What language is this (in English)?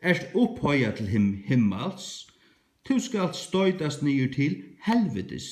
Faroese